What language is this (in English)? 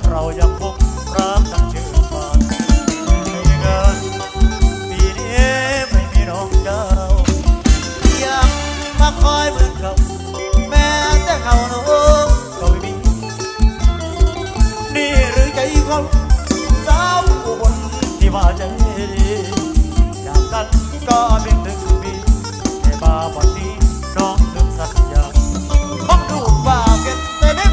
Northeastern Thai